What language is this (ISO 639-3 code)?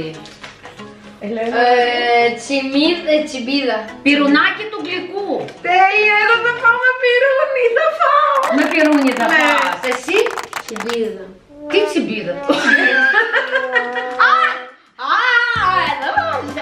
ell